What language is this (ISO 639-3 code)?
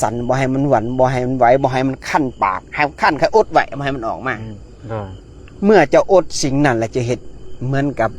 lao